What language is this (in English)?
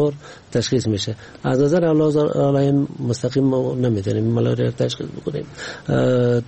Persian